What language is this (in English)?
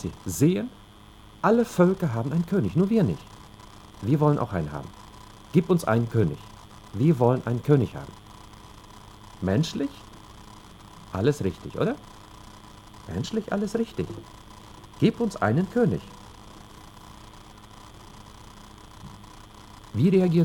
German